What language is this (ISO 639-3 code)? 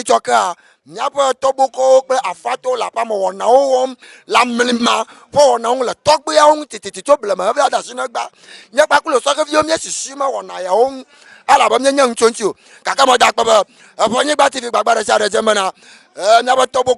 ewe